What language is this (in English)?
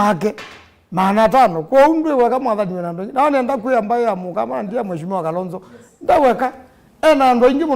Kamba